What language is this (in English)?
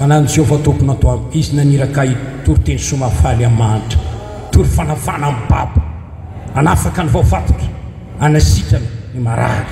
Malagasy